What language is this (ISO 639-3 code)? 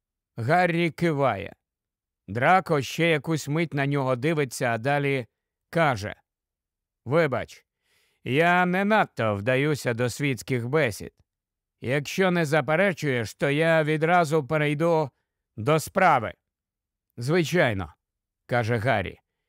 ukr